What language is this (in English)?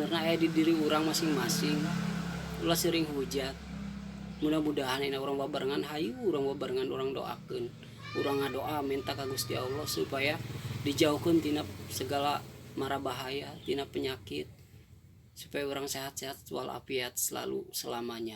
Sundanese